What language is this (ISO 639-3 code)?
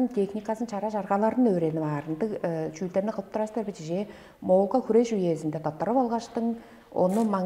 tyv